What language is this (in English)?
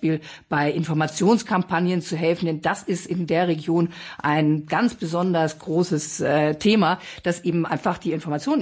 German